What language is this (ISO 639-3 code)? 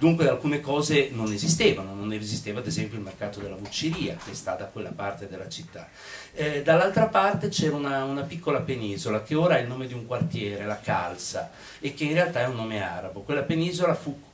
ita